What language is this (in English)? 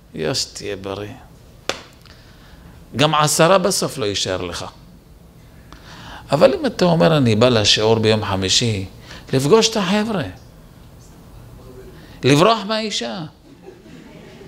Hebrew